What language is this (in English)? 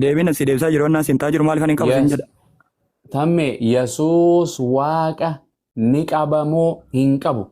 Oromo